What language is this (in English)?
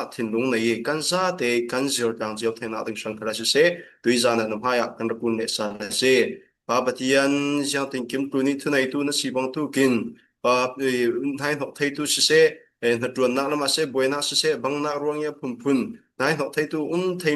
Falam Chin